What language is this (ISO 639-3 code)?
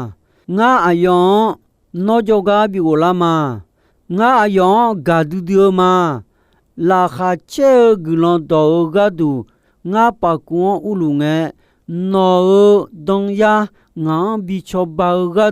ahk